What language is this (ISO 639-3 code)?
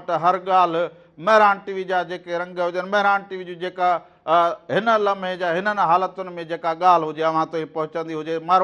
snd